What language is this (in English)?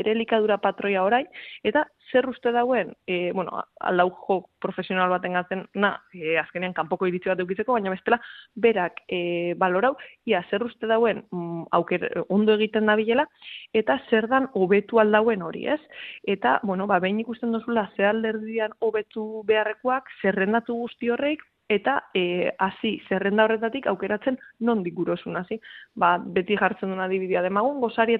Basque